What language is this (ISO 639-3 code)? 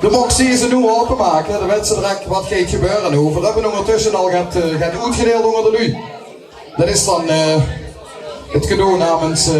lim